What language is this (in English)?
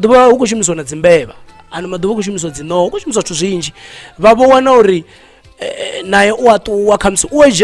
Venda